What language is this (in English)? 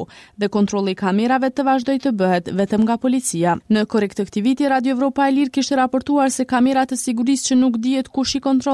Albanian